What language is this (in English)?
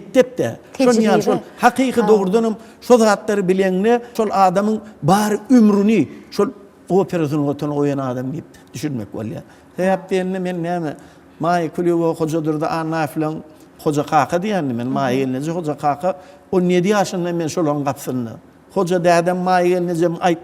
Turkmen